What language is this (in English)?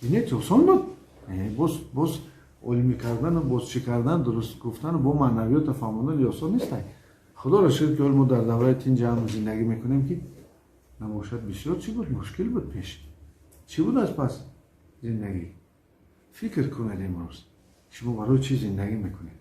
Tajik